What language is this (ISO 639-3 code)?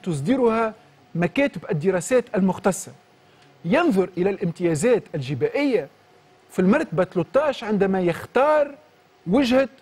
aeb